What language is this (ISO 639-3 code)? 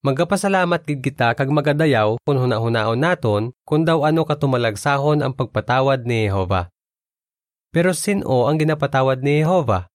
hil